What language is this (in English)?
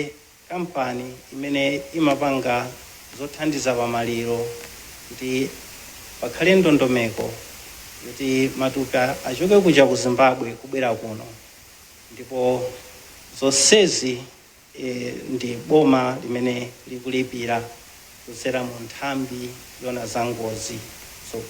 Nyanja